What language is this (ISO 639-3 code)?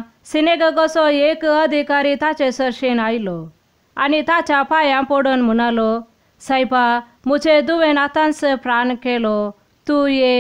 kok